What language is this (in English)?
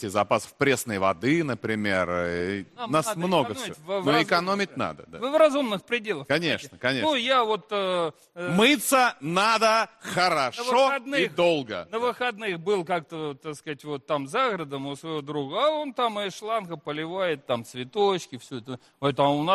Russian